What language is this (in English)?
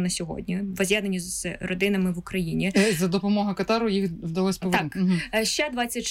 Ukrainian